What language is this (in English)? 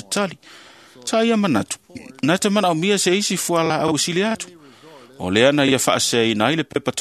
Samoan